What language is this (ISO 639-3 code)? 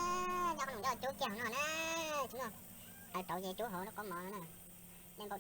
hmn